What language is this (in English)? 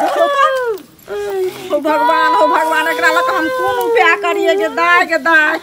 Maithili